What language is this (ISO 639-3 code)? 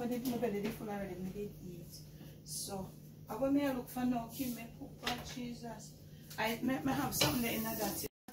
jam